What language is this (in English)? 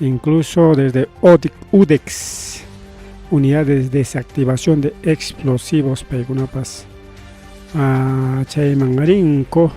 Ayacucho Quechua